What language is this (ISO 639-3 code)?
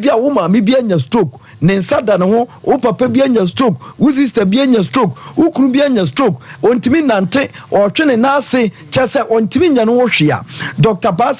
aka